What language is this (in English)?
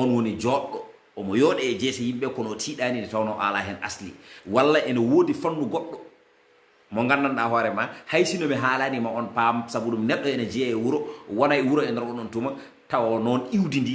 Fula